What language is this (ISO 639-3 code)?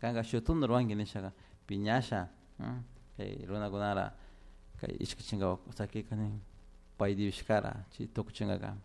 qug